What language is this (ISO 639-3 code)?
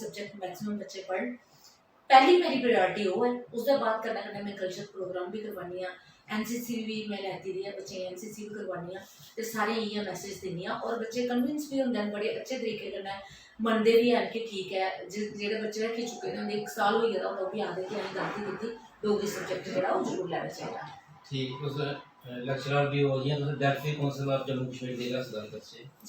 doi